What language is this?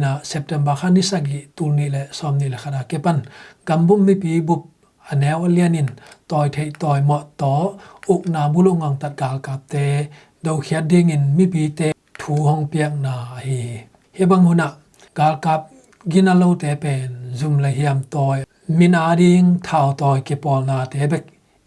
Tedim Chin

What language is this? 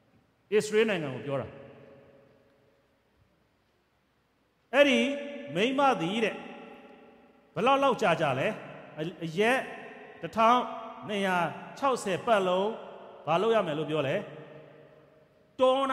Burmese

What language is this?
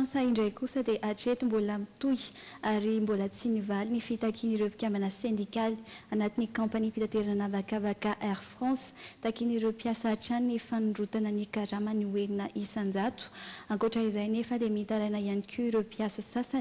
Malagasy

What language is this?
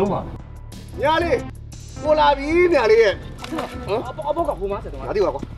Burmese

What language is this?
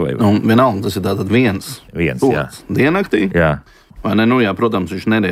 Latvian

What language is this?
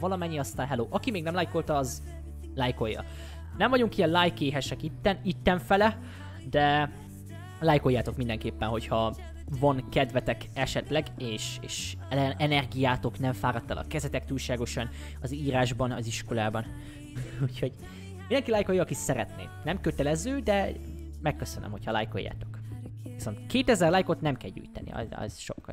Hungarian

